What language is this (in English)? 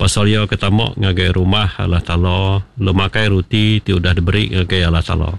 Iban